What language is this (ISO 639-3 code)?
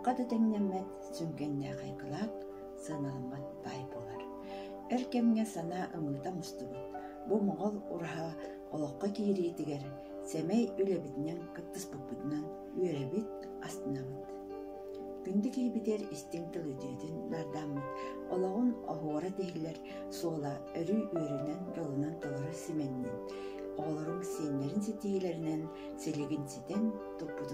sah